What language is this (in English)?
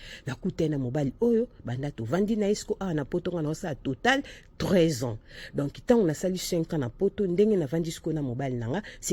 Lingala